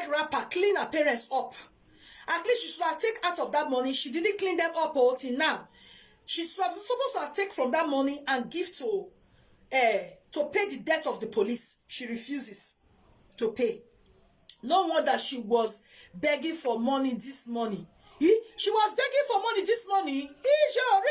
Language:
Nigerian Pidgin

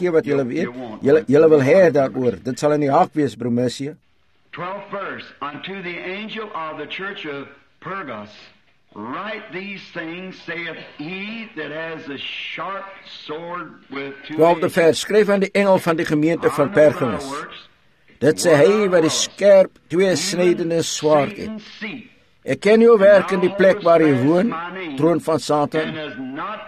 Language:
Afrikaans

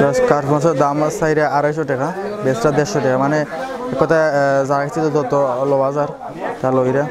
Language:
Sylheti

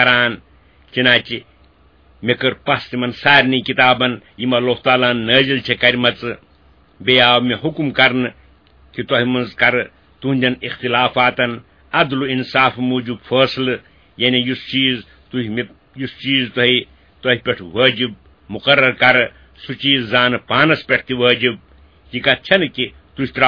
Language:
Kashmiri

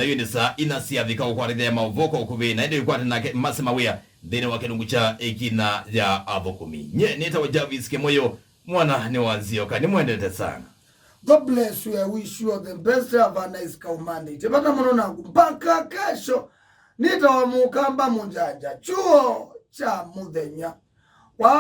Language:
Kamba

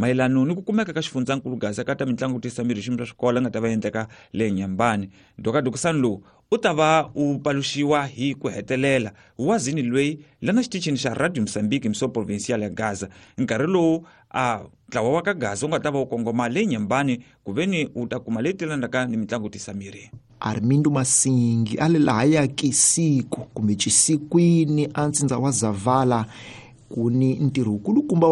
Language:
Tsonga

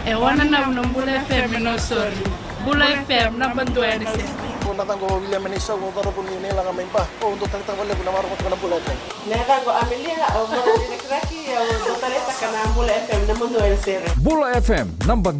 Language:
Fijian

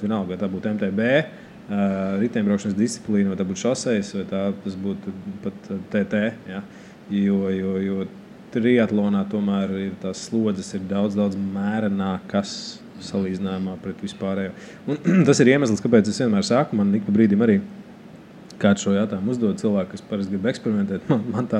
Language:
Latvian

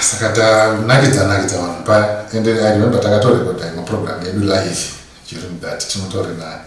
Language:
Shona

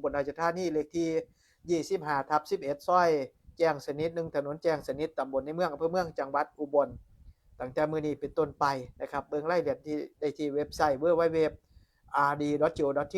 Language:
Northeastern Thai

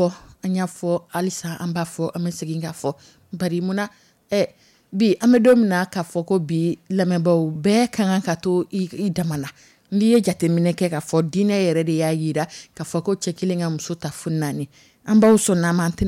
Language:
Dyula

